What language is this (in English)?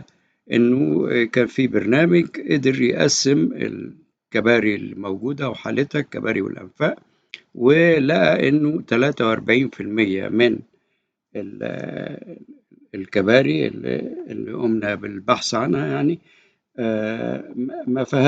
Egyptian Arabic